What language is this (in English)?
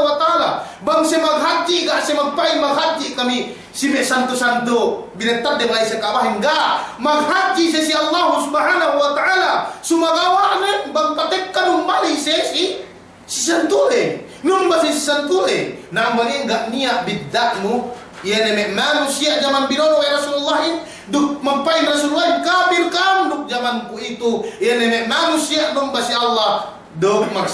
Yakan